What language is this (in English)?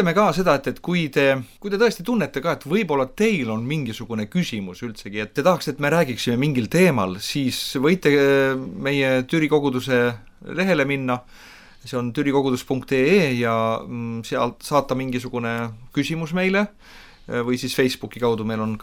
Estonian